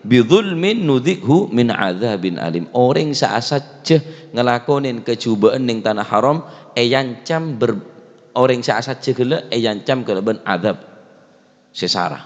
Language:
Madurese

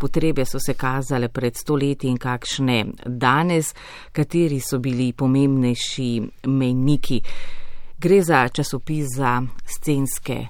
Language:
Slovenian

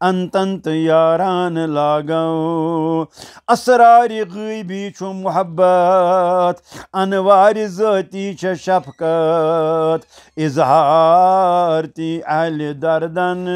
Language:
Kashmiri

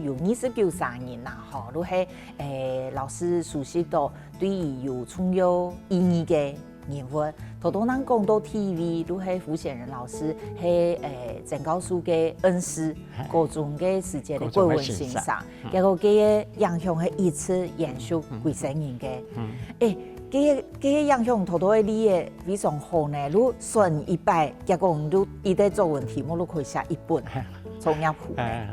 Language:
Hakka Chinese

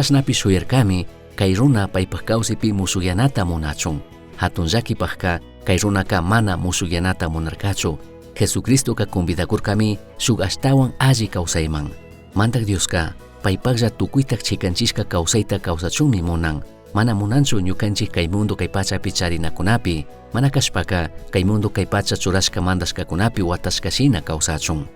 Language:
Chimborazo Highland Quichua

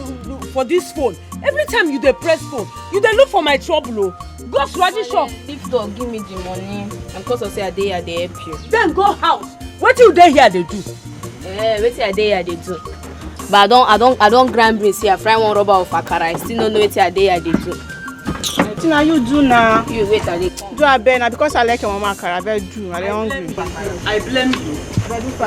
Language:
Nigerian Pidgin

